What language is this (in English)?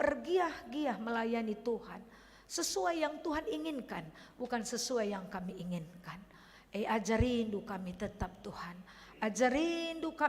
Batak Karo